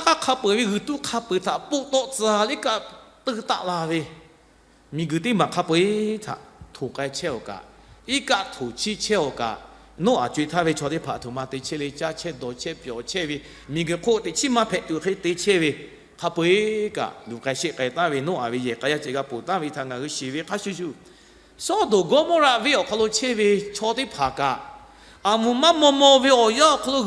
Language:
Lahu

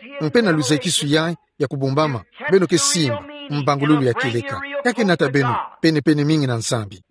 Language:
Kituba (Democratic Republic of Congo)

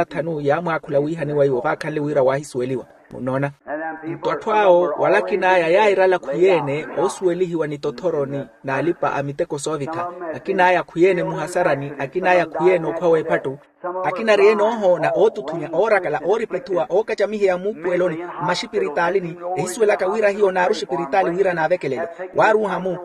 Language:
Makhuwa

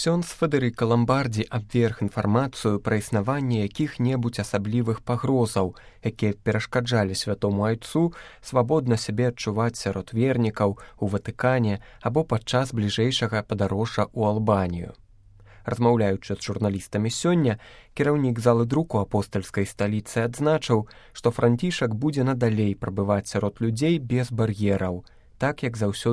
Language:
Belarusian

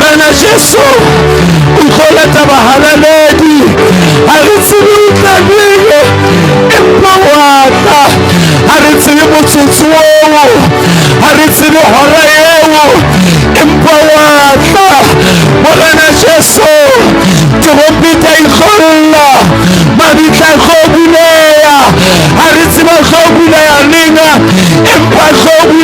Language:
Southern Sotho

